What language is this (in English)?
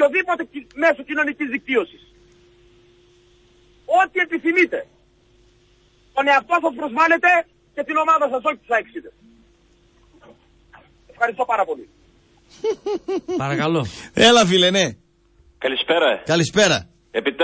Greek